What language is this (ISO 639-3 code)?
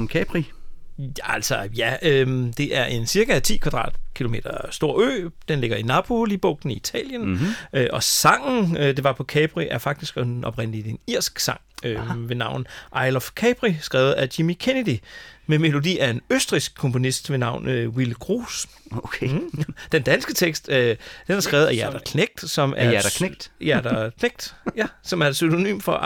dan